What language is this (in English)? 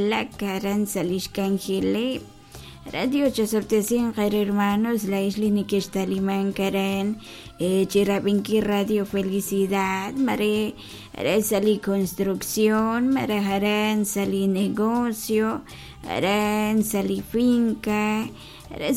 Kekchí